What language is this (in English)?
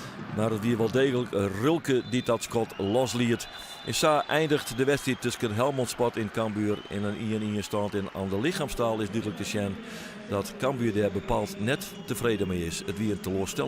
Western Frisian